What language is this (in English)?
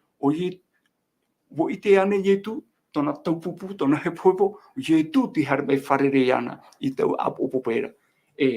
Tahitian